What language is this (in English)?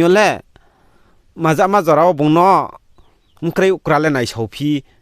Riang (India)